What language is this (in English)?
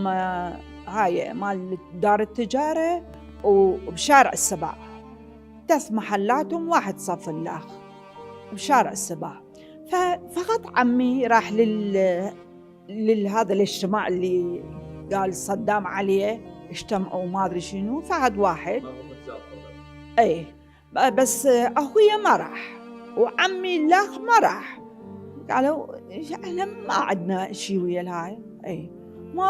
Mesopotamian Arabic